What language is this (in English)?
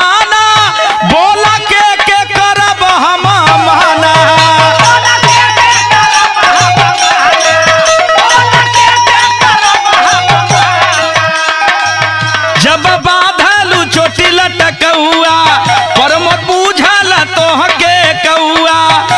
Bhojpuri